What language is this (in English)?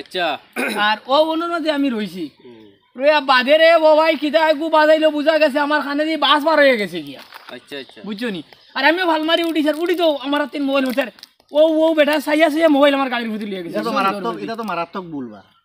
Sylheti